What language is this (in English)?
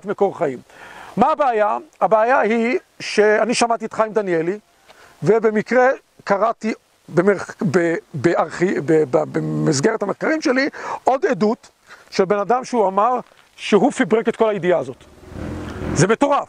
Hebrew